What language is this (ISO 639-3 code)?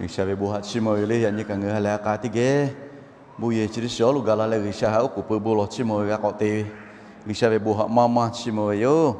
lhu